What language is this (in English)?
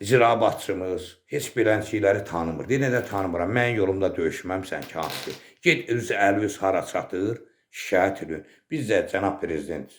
Azerbaijani